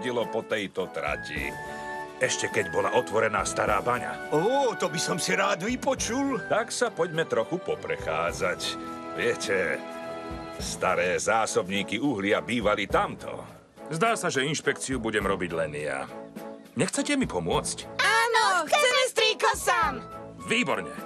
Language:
Slovak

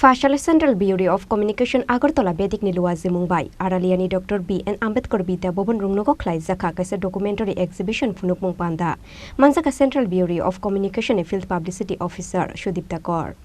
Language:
Kok Borok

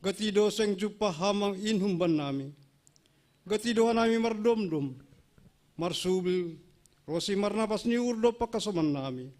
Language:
Batak Simalungun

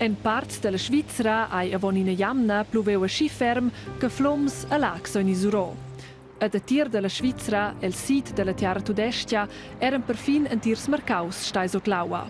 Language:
Romansh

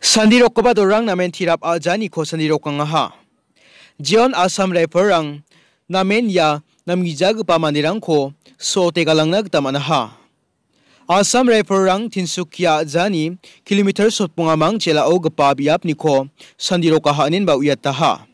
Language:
Garo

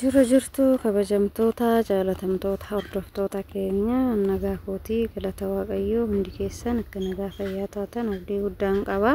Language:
Oromo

